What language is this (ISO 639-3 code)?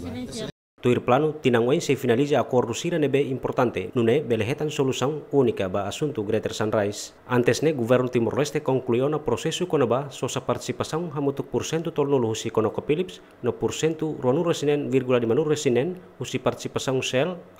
tet